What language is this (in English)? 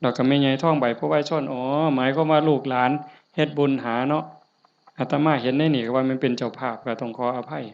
Northeastern Thai